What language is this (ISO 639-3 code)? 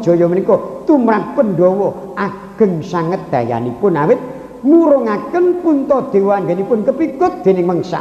jav